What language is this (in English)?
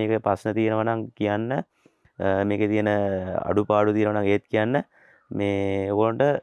Sinhala